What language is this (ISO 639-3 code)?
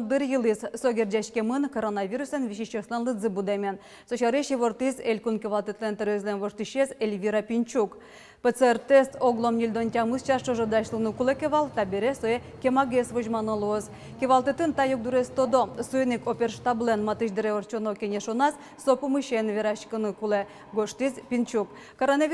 udm